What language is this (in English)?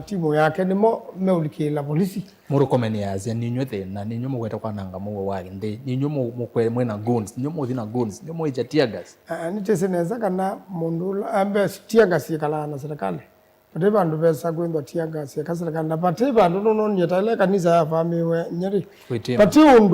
Kamba